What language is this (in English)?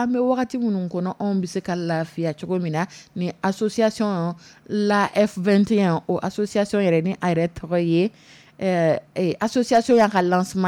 Dyula